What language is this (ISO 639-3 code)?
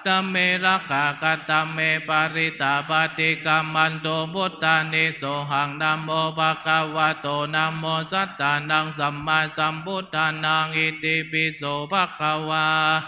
pli